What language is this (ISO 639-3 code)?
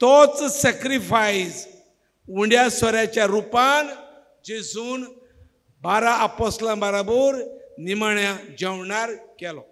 kok